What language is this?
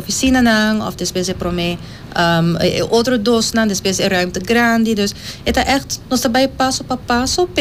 Papiamento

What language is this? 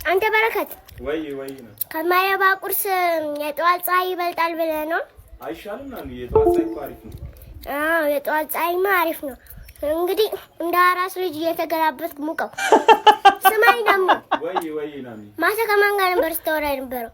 Amharic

